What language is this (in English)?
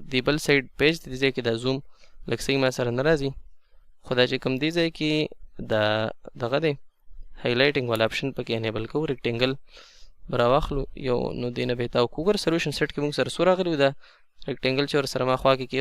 Pashto